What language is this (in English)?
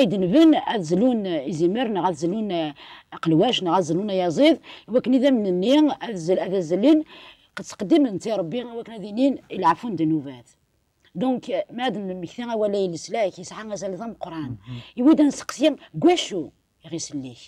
Kabyle